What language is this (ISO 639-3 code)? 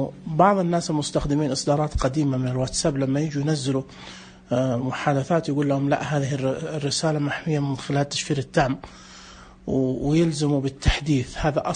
ars